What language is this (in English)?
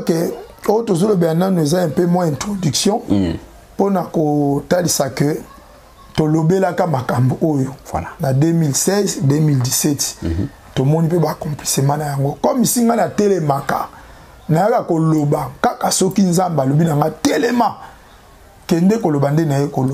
Lingala